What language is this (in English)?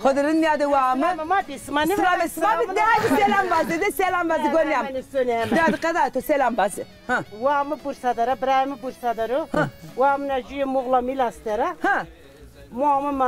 Zaza